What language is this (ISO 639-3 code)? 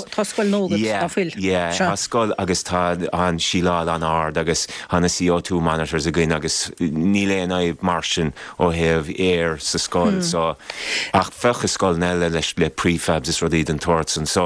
gle